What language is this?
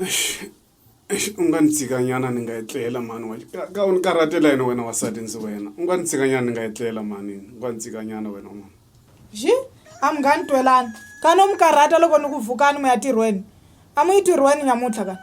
Tsonga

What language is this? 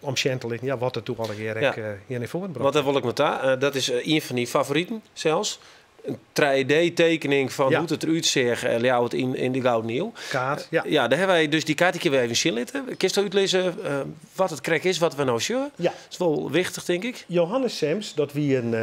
Western Frisian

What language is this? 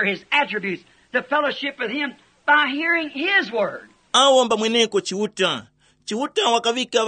Tumbuka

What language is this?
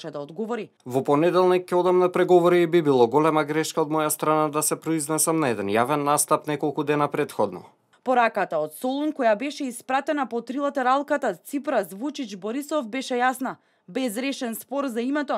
Macedonian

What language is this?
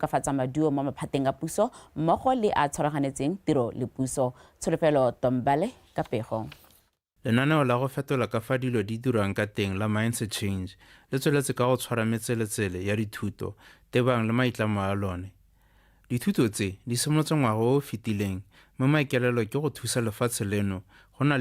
Tswana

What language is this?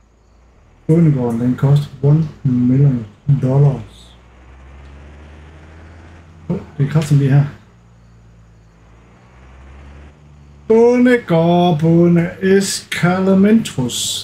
Danish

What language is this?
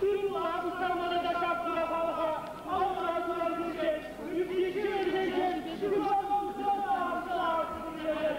Chuvash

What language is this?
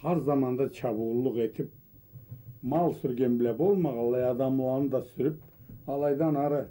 Karachay-Balkar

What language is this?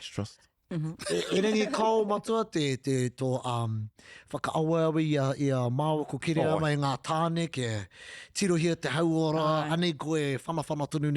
Māori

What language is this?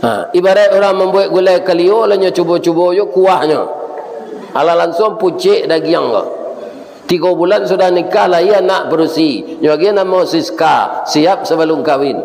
Minangkabau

